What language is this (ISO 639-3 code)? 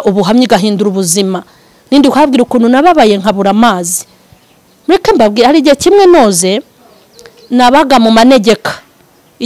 kin